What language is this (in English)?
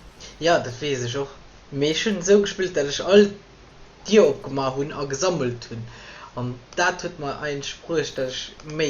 Luxembourgish